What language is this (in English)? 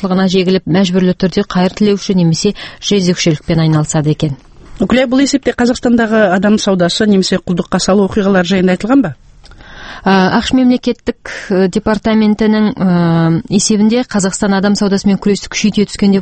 Kazakh